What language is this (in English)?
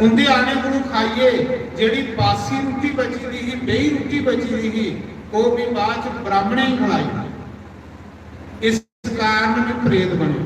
Dogri